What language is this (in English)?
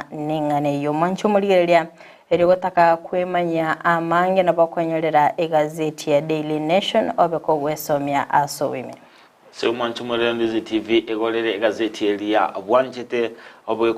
Gusii